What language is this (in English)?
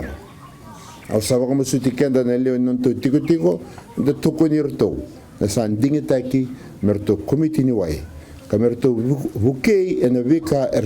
Fijian